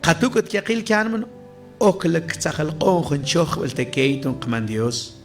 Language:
Mam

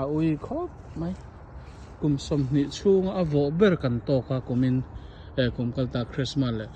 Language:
Mizo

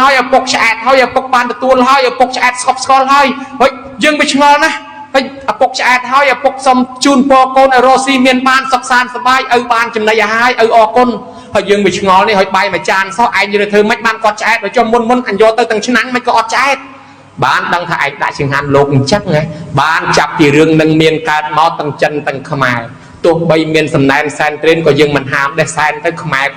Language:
Khmer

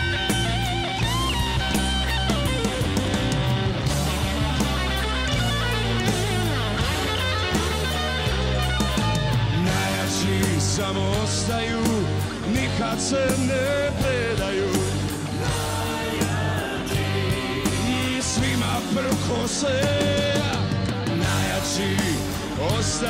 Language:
Serbian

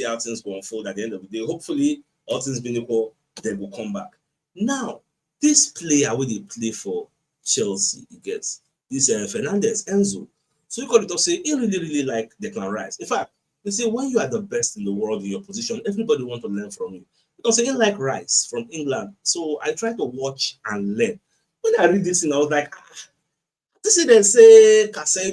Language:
Nigerian Pidgin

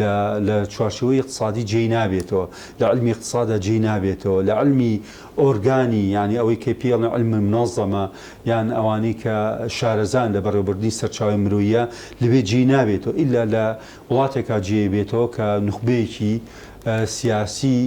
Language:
Central Kurdish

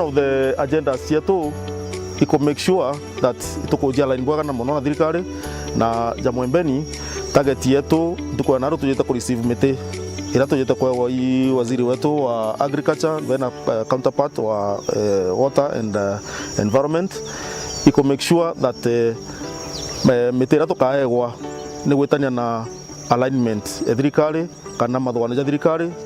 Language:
Meru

